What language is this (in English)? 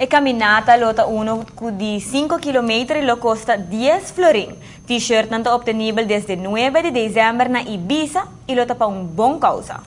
Papiamento